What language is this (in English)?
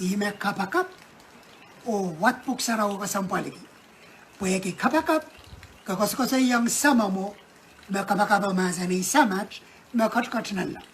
Pohnpeian